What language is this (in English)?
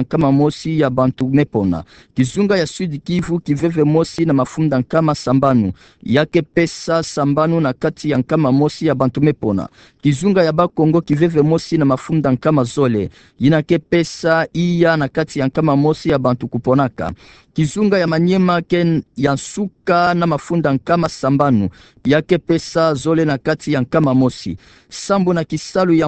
Kituba (Democratic Republic of Congo)